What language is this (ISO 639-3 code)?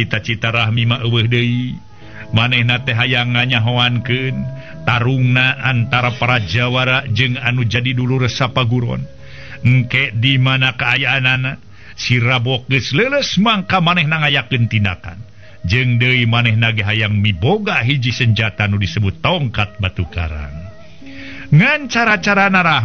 sun